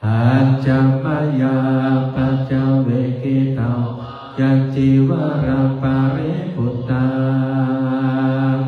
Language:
Pali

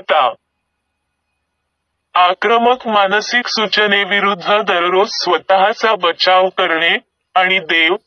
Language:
Marathi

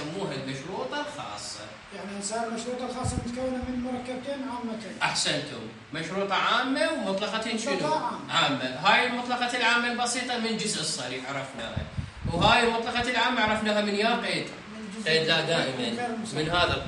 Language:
Mesopotamian Arabic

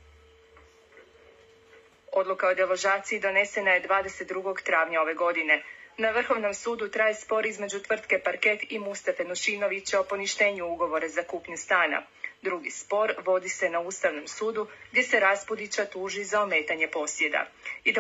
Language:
Croatian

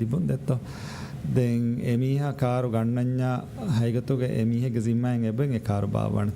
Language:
Divehi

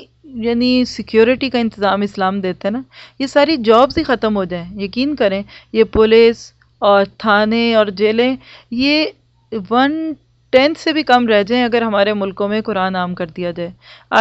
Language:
Urdu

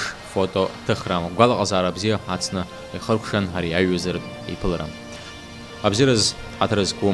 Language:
Abkhazian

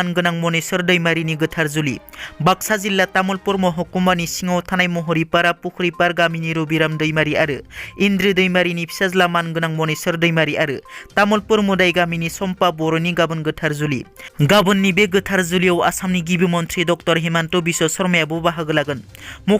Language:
Bodo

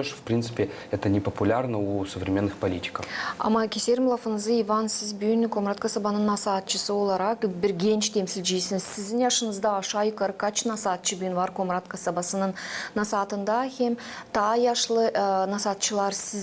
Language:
Gagauz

